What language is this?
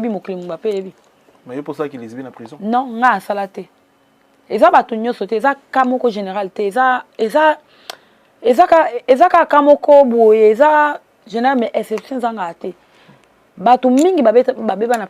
Lingala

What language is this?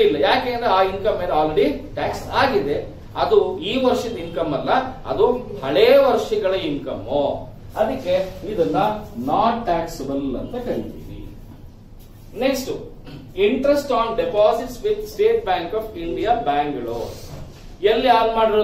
Kannada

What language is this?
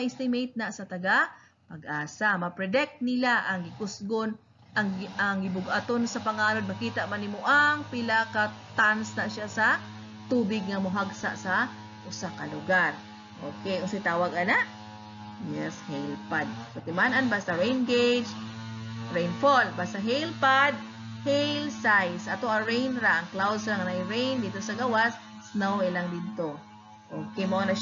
Cebuano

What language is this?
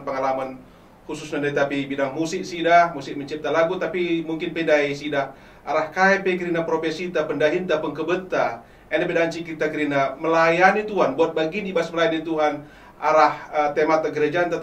Batak Karo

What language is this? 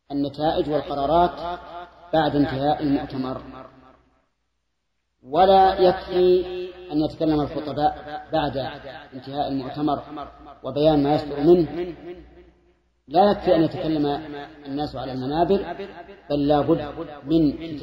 Arabic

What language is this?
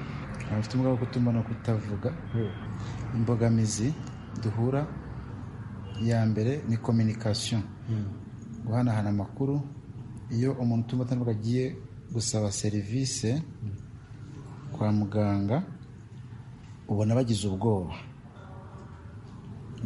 Kinyarwanda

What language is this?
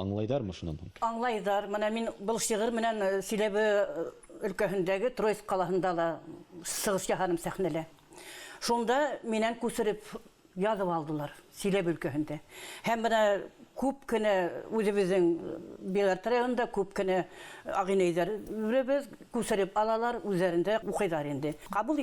Bashkir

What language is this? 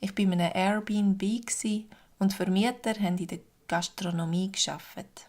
Swiss German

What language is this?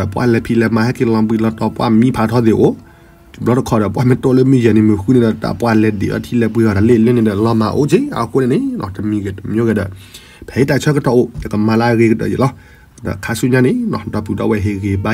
S'gaw Karen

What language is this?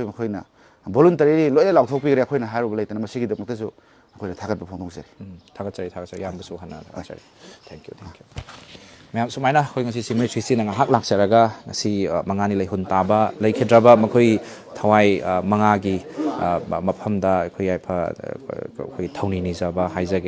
Manipuri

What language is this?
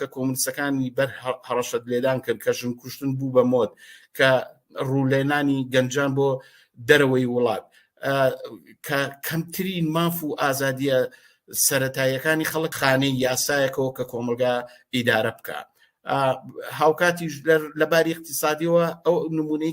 Central Kurdish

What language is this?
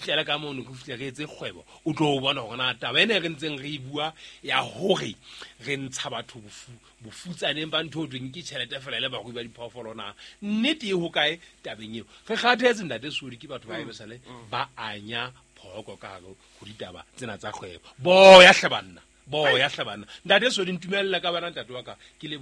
Southern Sotho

